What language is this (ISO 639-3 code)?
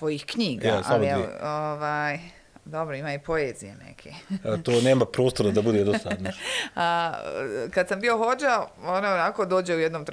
bos